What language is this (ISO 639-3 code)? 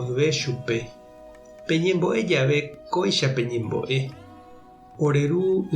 grn